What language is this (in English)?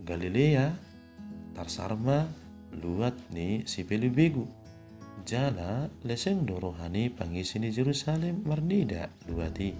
Batak Toba